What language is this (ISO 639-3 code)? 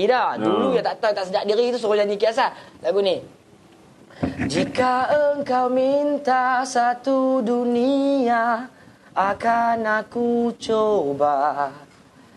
msa